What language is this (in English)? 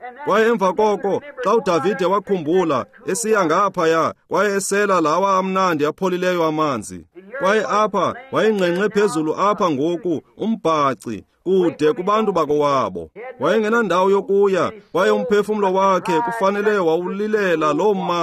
Xhosa